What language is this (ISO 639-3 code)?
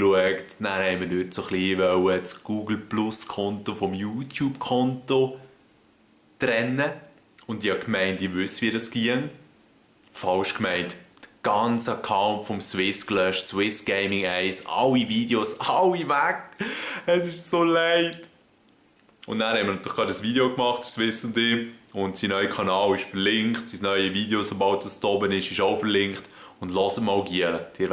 gsw